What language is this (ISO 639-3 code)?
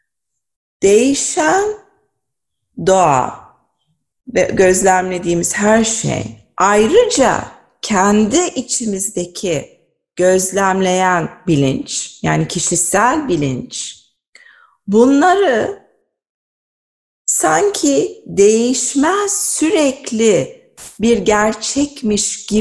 tur